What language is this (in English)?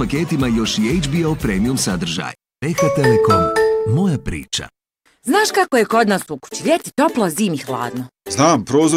Bosnian